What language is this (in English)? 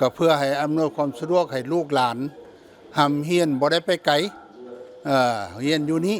Lao